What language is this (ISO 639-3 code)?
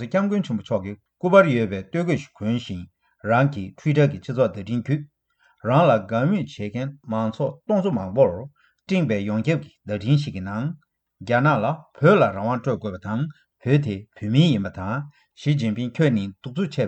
bod